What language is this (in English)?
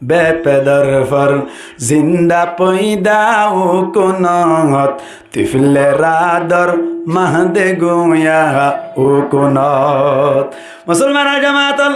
Rohingya